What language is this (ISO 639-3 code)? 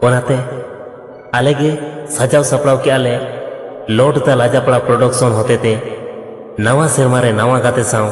sat